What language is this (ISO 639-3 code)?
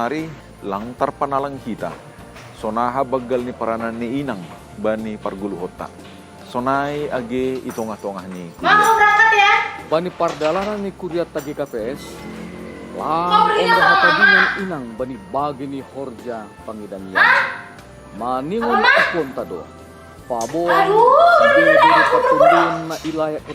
bts